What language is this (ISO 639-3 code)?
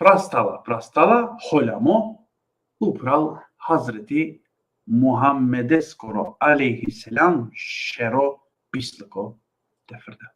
rmn